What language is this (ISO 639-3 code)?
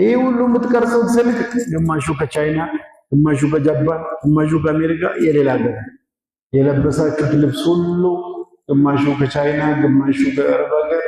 amh